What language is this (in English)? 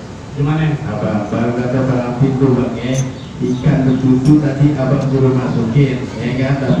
Betawi